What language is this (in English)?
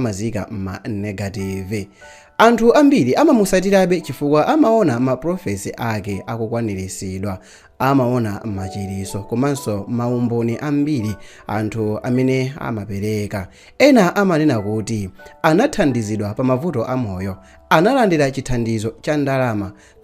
Nyanja